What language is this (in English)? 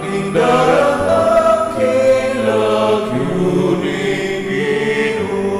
Pampanga